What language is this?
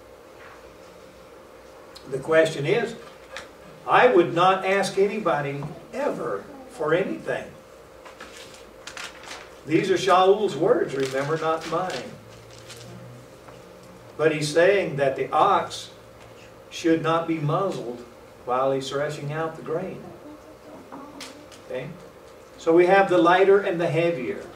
English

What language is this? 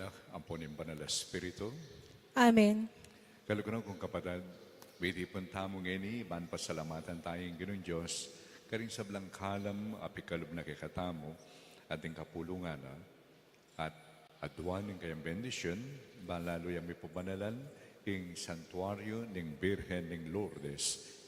Pampanga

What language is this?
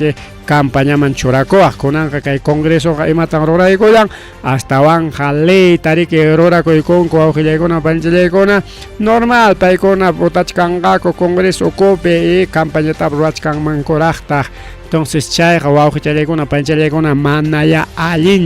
Ayacucho Quechua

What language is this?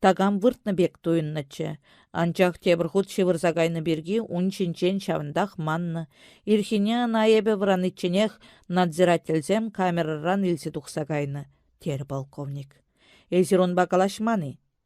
Chuvash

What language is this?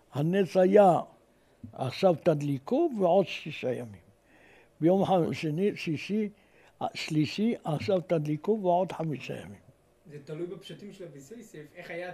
Hebrew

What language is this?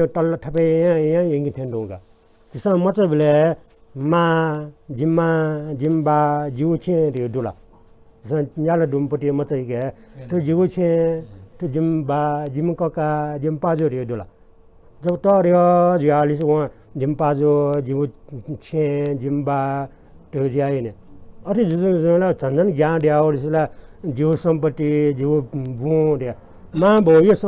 Newari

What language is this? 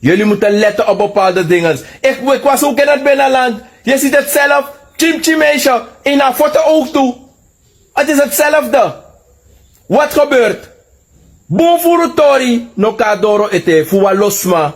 Sranan Tongo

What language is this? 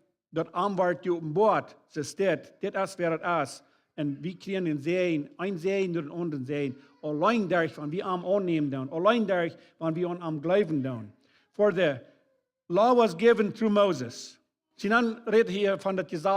Plautdietsch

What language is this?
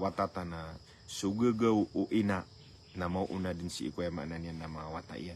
Maranao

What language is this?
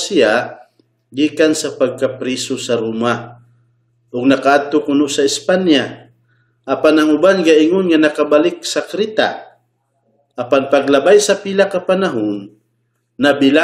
Cebuano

